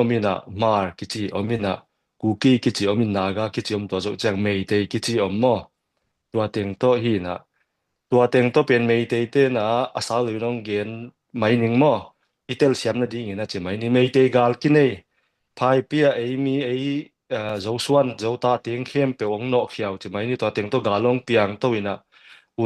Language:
Tedim Chin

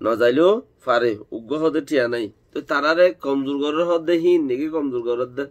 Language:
Rohingya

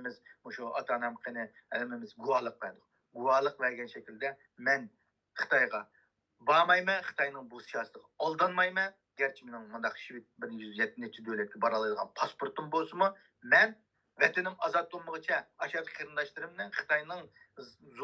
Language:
Uyghur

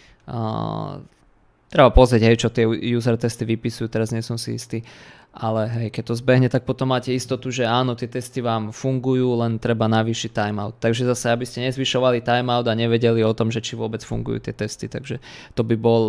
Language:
Slovak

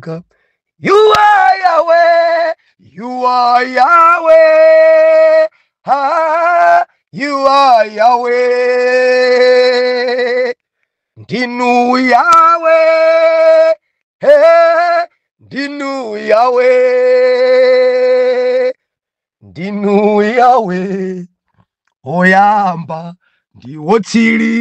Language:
Nyanja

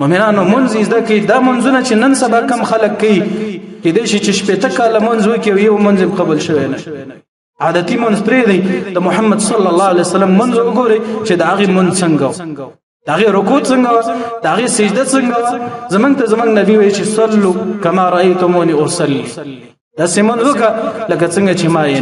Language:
Pashto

